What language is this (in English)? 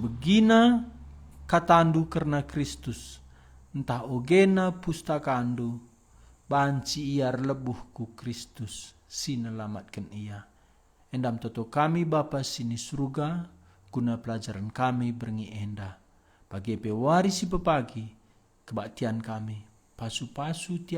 Batak Karo